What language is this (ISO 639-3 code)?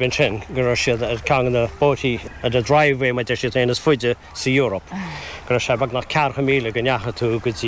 gle